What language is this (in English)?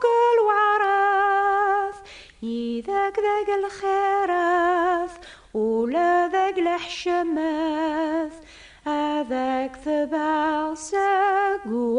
Kabyle